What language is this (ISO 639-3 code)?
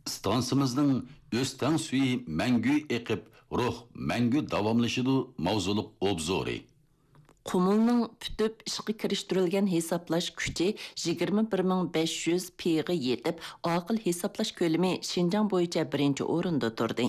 uig